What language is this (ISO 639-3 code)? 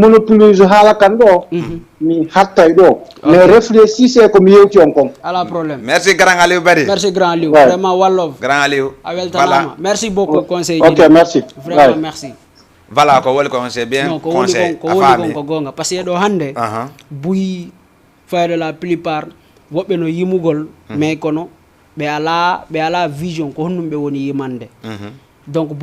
ful